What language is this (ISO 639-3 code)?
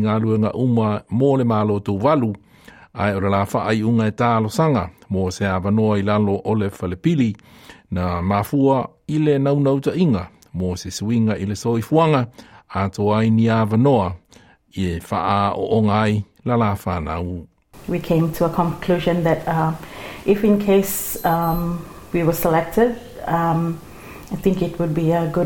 smo